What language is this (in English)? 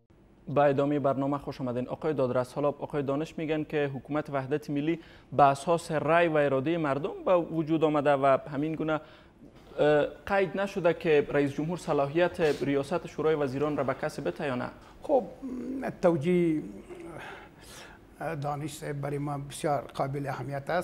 Persian